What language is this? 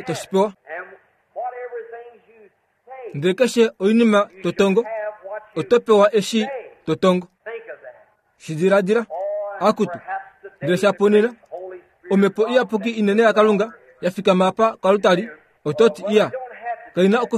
Kuanyama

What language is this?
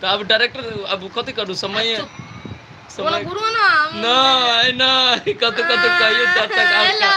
Maithili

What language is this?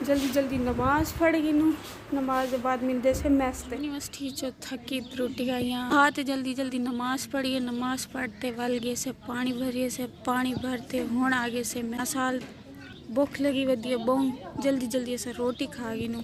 Saraiki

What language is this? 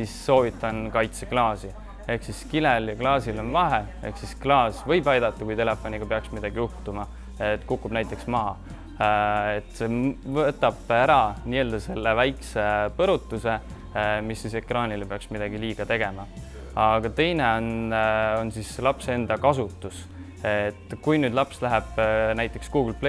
Estonian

